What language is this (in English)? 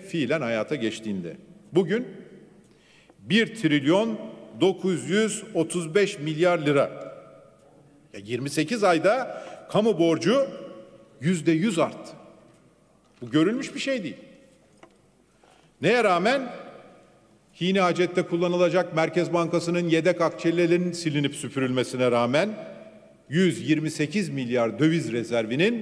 Turkish